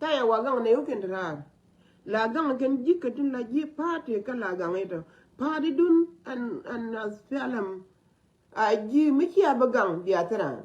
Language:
Nuer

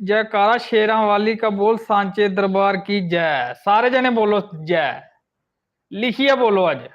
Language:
Dogri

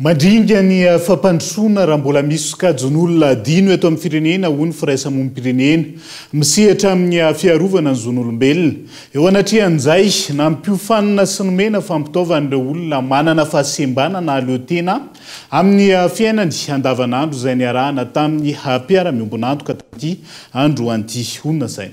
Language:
Malagasy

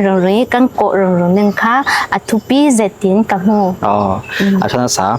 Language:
Falam Chin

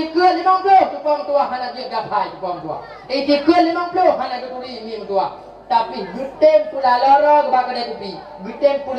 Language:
Achinese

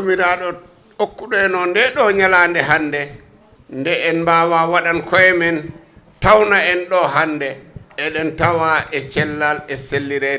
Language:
Fula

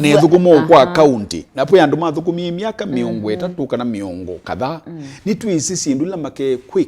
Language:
Kamba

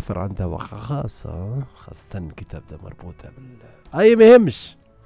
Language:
Tunisian Arabic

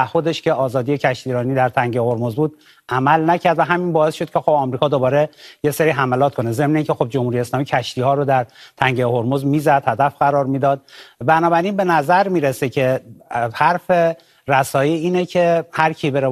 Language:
Persian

